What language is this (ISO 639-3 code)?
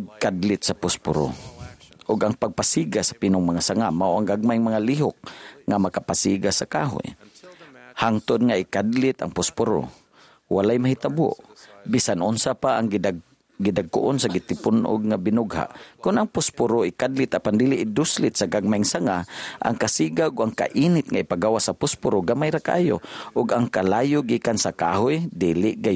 ceb